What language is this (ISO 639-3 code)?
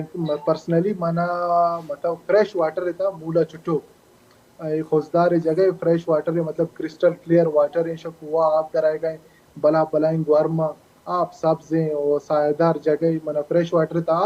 bal